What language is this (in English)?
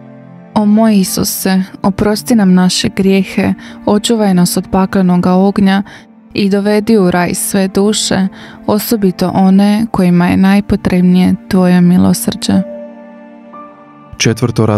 Croatian